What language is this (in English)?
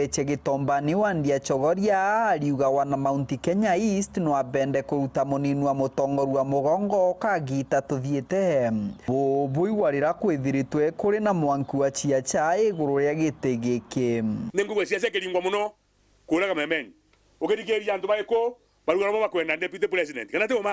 Meru